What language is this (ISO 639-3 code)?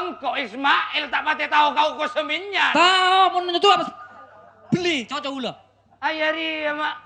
mad